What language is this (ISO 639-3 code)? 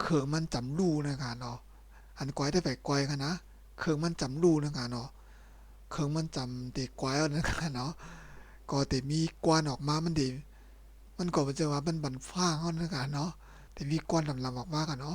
shn